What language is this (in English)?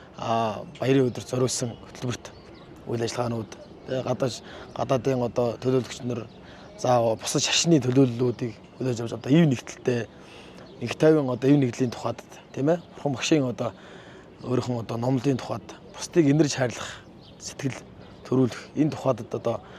Mongolian